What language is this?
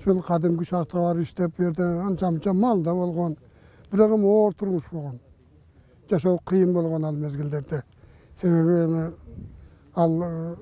Kyrgyz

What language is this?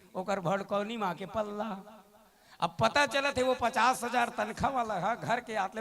Chhattisgarhi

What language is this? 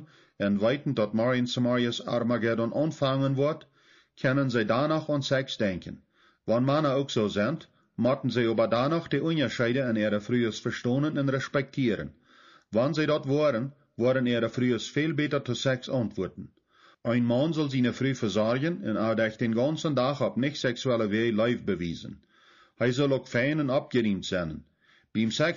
Plautdietsch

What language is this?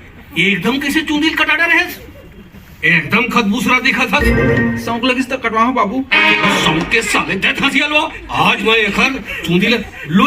Chhattisgarhi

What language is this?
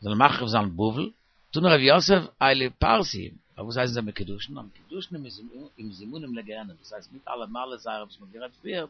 Yiddish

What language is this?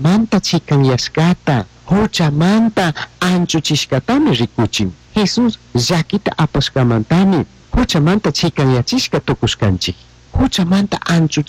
Chimborazo Highland Quichua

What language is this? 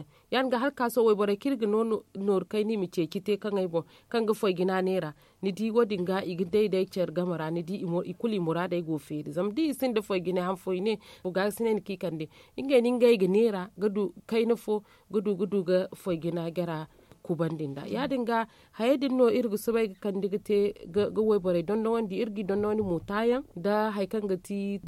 Zarma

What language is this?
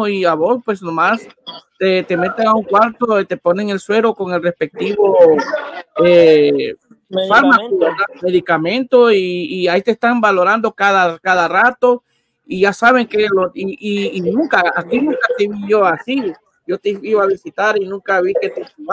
Spanish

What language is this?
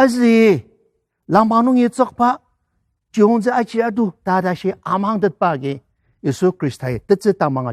Ao Naga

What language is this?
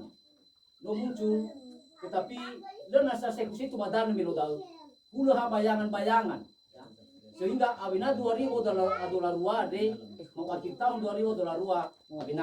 Nias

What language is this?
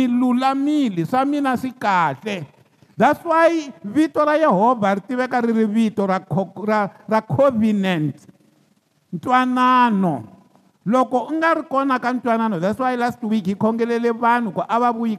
Tsonga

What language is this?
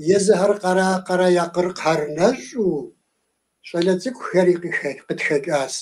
Kabardian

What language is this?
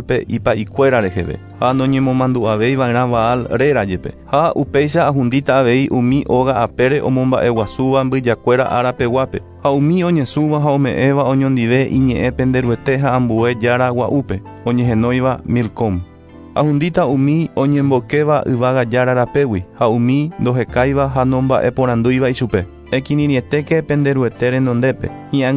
Guarani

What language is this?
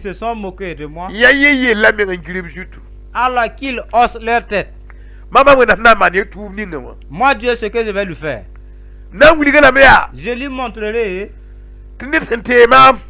Mossi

